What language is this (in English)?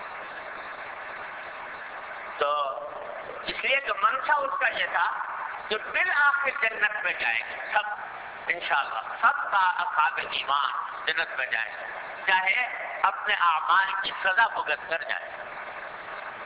Urdu